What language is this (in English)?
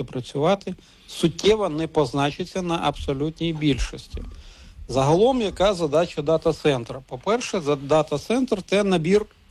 Ukrainian